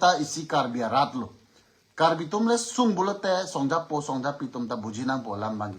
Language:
Karbi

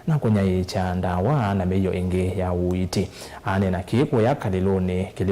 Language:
Kamba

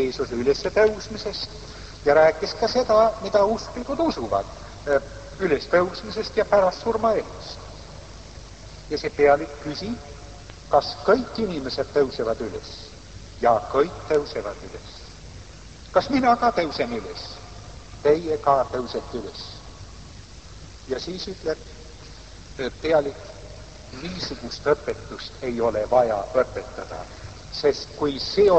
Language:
Estonian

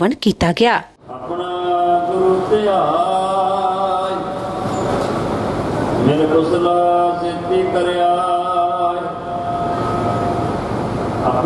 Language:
Punjabi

